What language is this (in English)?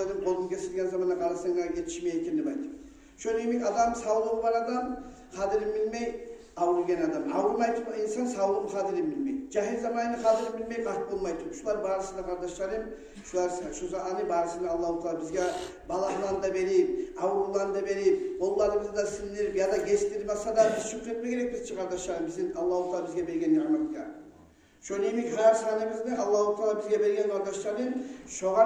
Kumyk